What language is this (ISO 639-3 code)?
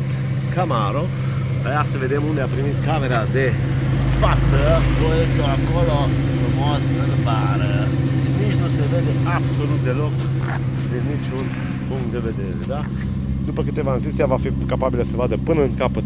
ron